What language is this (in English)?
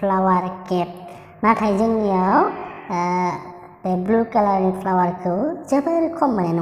Bodo